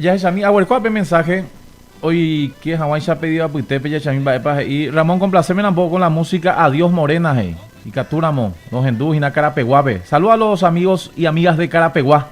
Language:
Guarani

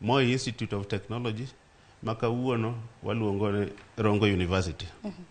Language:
Luo (Kenya and Tanzania)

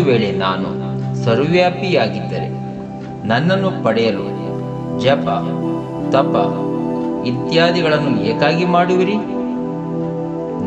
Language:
Kannada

